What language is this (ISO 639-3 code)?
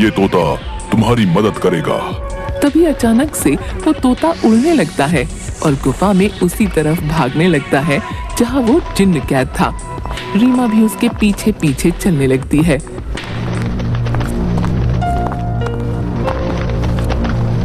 hin